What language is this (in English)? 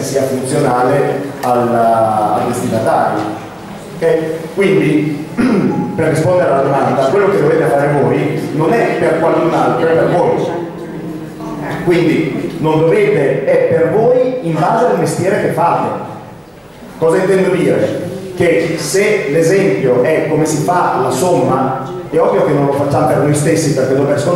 Italian